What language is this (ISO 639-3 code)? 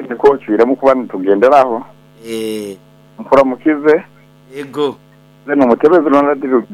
nyo